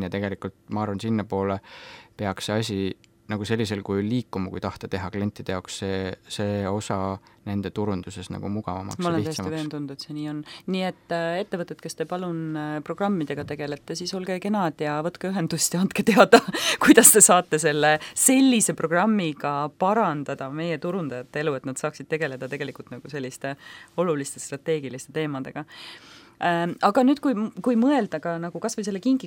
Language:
Estonian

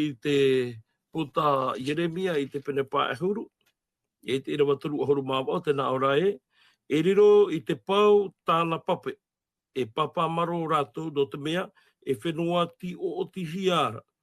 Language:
Tahitian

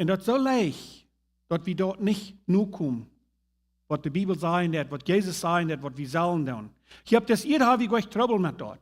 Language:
Plautdietsch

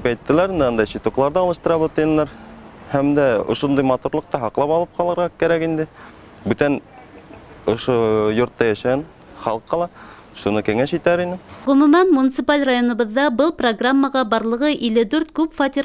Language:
Bashkir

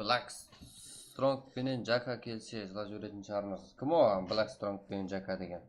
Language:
Kara-Kalpak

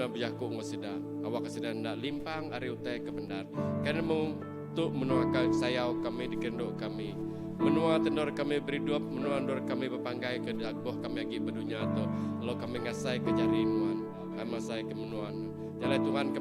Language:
Iban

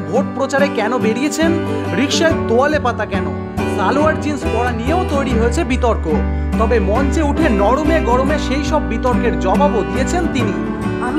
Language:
Bangla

